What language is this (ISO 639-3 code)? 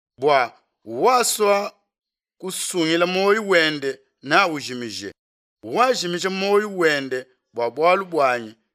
lua